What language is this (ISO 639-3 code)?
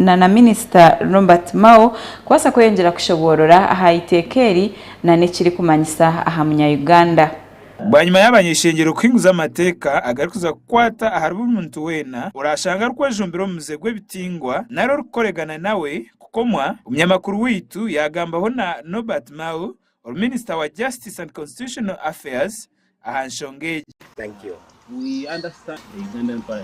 nyn